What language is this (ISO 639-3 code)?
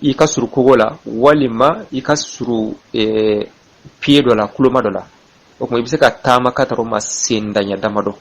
bam